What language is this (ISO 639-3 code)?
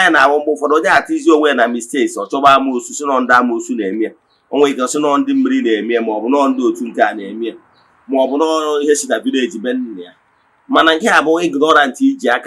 ibo